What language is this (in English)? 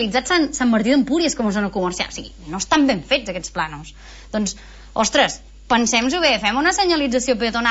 Catalan